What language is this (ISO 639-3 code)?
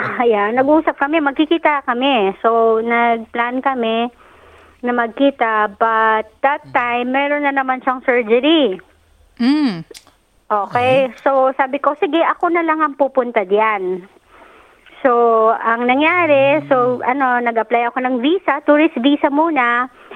fil